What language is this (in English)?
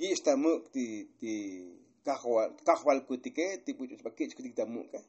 Tzotzil